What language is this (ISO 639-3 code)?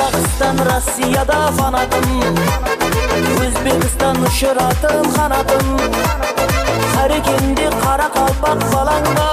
kaa